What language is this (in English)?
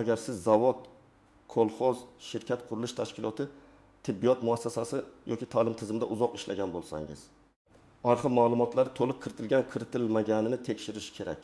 Uzbek